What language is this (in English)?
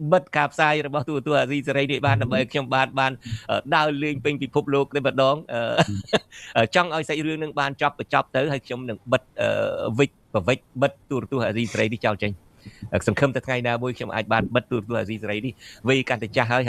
Khmer